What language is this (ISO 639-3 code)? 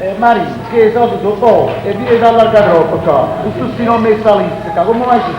nap